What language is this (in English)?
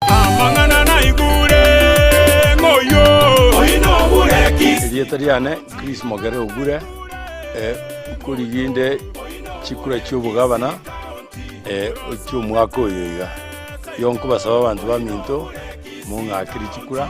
Gusii